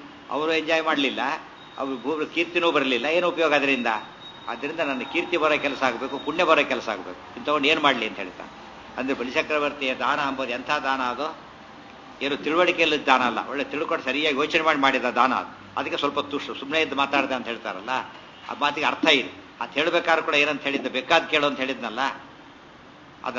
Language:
Kannada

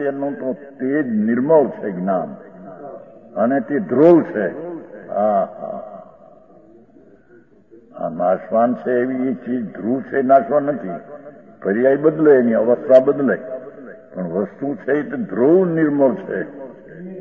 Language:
Gujarati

